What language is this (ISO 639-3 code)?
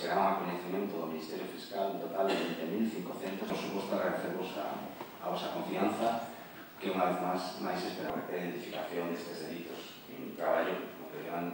glg